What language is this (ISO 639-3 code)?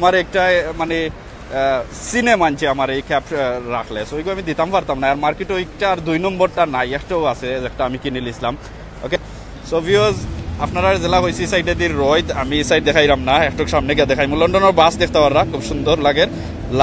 syl